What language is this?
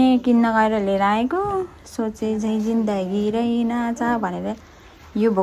Nepali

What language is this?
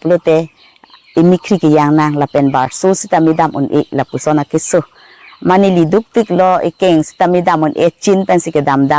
Karbi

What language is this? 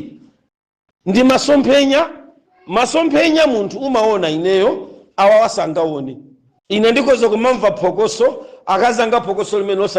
Nyanja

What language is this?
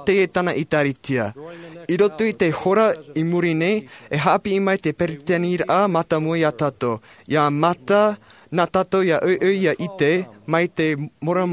Tahitian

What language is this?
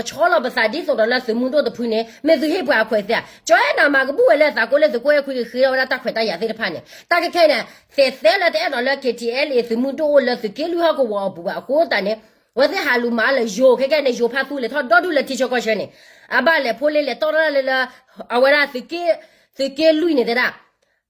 S'gaw Karen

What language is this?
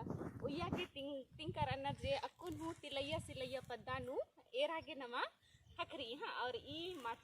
Kurukh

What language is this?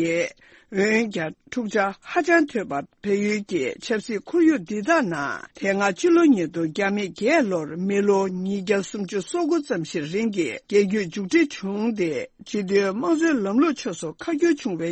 Tibetan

